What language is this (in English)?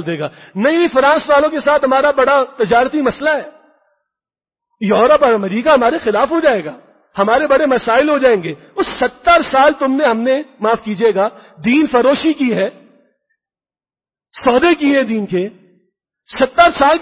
Urdu